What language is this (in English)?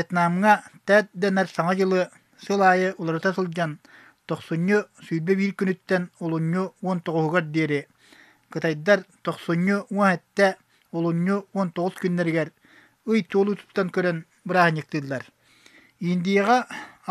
Yakut